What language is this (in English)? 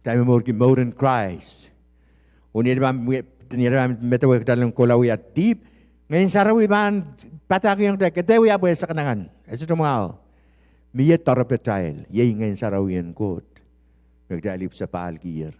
Pohnpeian